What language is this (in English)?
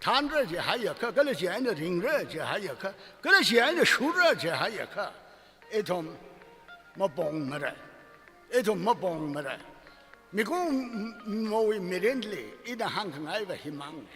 Tangkhul Naga (India)